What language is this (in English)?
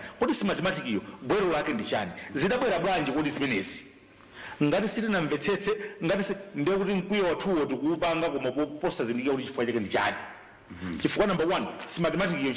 Nyanja